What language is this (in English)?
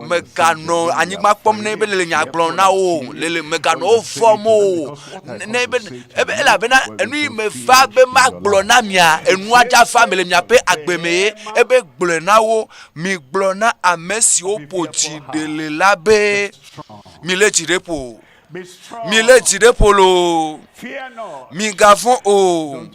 Ewe